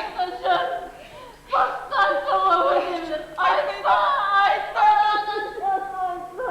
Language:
Kara-Kalpak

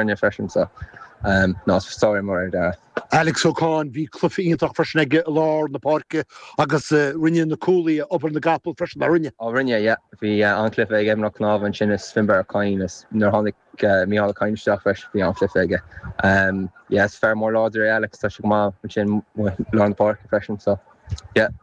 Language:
Irish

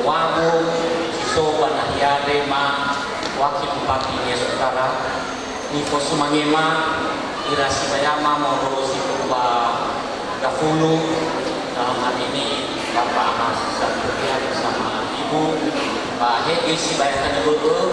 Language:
Nias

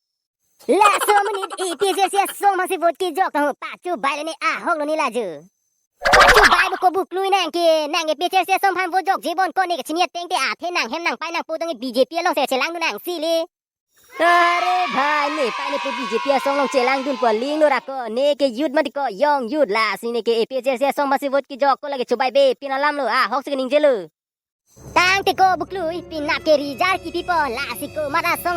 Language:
Karbi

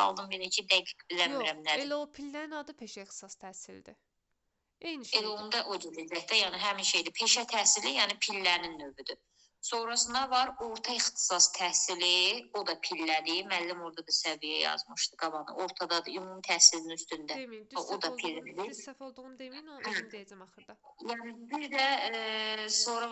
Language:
Azerbaijani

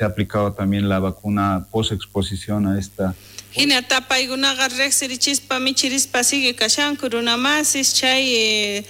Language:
South Bolivian Quechua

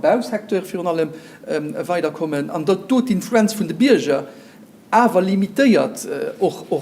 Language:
Luxembourgish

